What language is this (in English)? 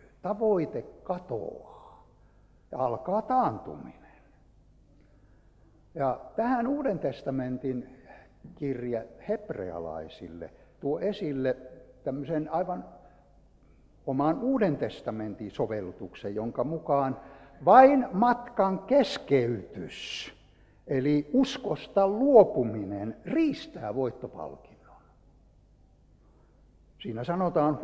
Finnish